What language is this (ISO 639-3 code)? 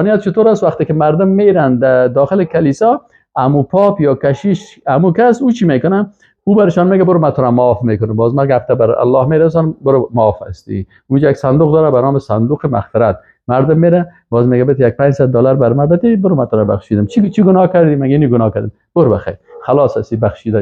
fas